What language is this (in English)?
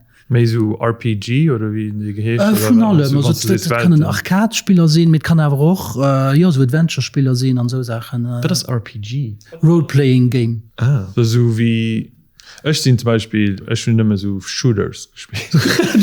Luxembourgish